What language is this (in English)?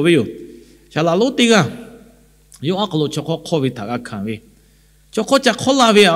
Lahu